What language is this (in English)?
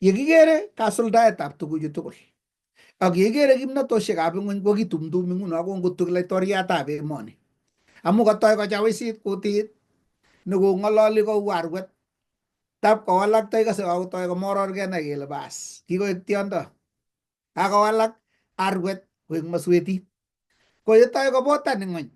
Kalenjin